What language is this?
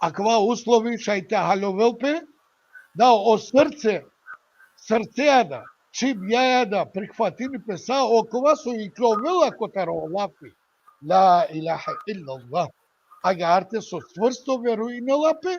Balkan Romani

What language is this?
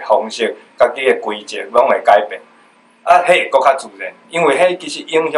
Min Nan Chinese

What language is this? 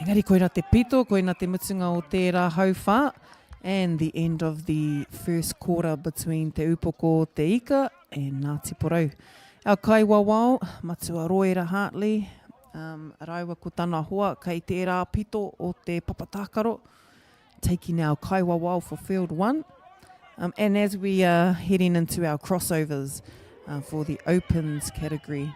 Māori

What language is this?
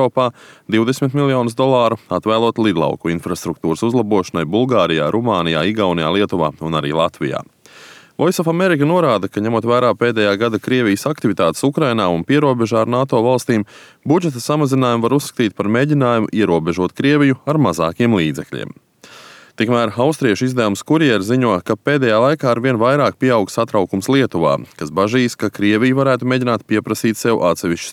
Latvian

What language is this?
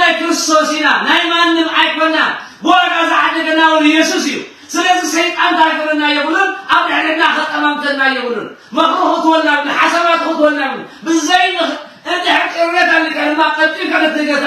Tigrinya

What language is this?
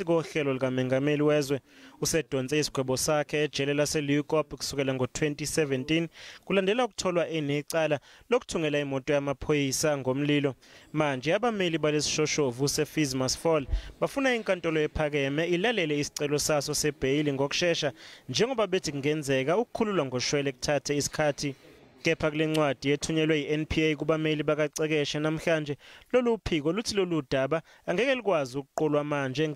Zulu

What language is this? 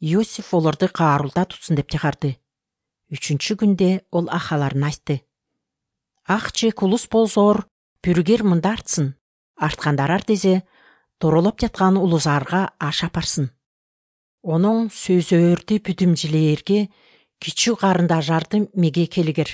Kyrgyz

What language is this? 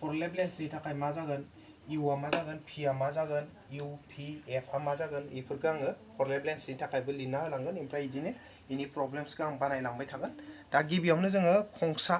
Bodo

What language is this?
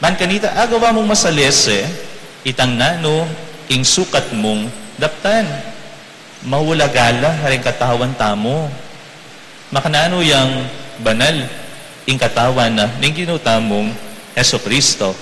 Pampanga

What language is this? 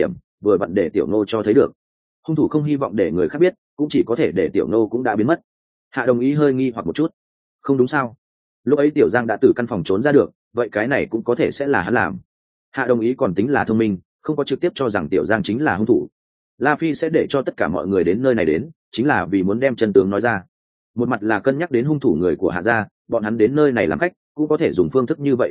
Vietnamese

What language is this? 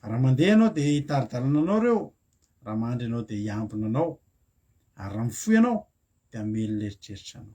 Malagasy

